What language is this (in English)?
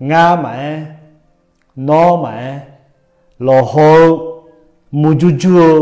Akha